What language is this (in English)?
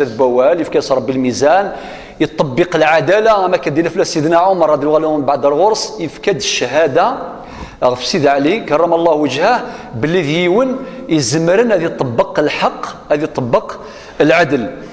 Kabyle